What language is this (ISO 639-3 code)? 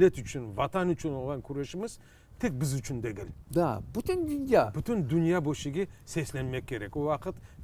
crh